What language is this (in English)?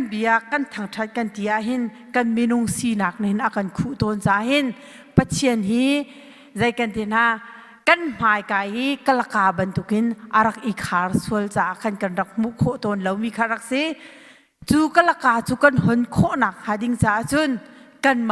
Hakha Chin